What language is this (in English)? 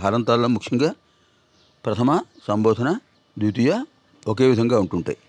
Telugu